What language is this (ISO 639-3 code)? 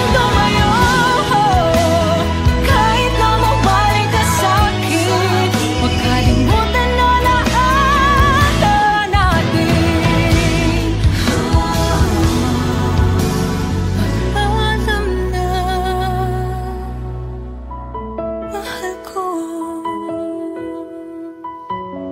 fil